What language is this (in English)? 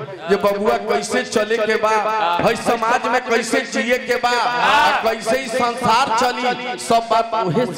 Bhojpuri